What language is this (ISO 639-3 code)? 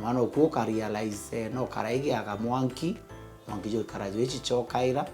mer